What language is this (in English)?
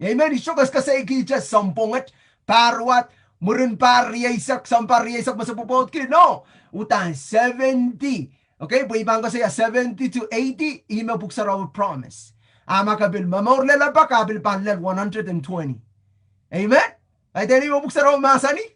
Pohnpeian